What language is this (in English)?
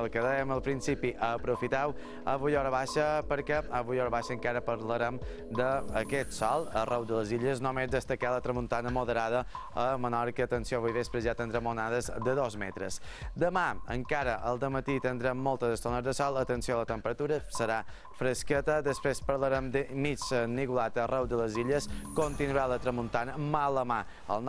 Catalan